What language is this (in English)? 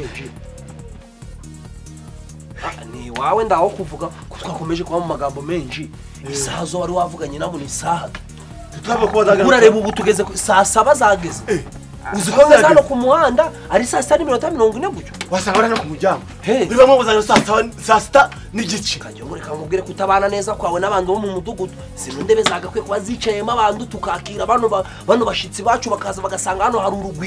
Kinyarwanda